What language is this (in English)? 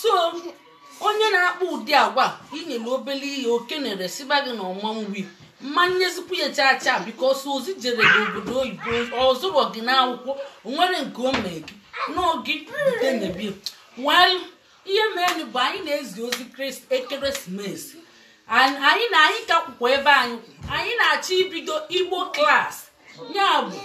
Igbo